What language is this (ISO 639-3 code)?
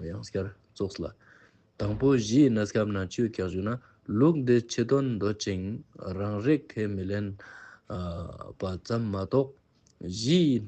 lbj